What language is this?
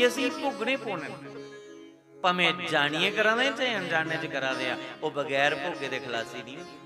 Dogri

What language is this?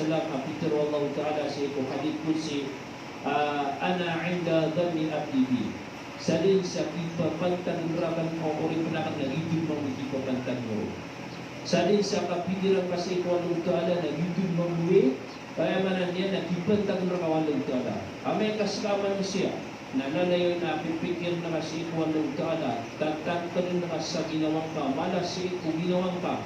Maranao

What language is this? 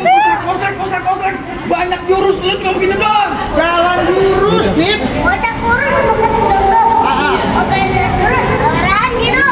Betawi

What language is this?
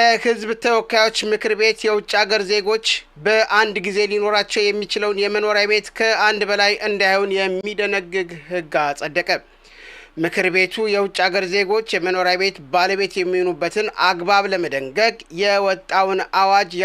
Amharic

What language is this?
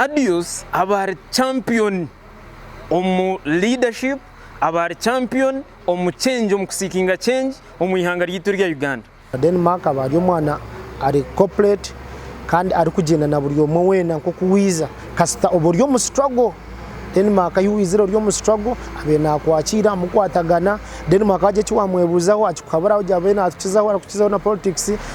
Nyankole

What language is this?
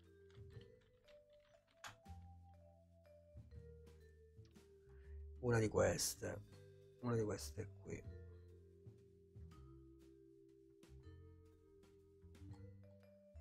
Italian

